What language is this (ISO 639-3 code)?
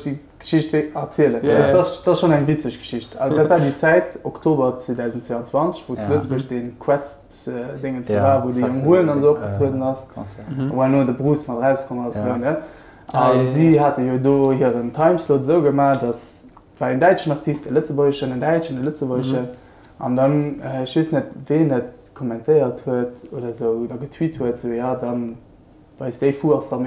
ltz